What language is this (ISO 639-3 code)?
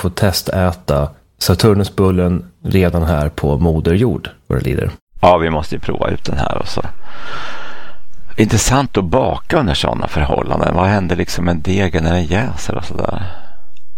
swe